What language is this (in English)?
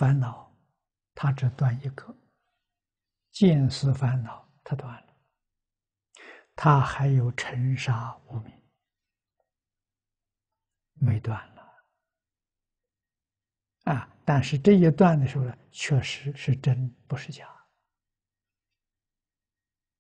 Chinese